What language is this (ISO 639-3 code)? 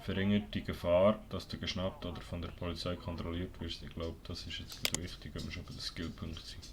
gsw